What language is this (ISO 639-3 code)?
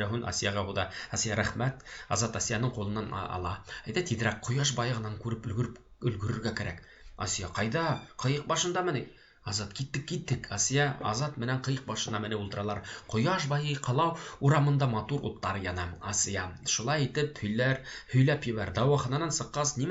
bak